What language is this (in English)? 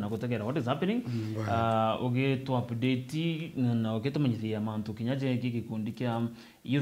Meru